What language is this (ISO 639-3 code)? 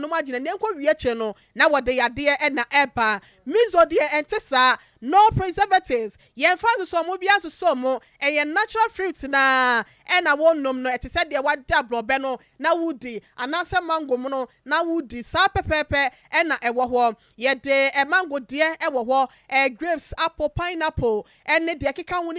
aka